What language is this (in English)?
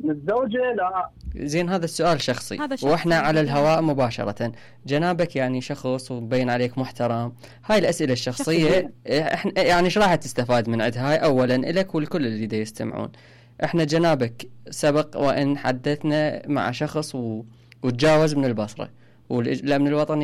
Mesopotamian Arabic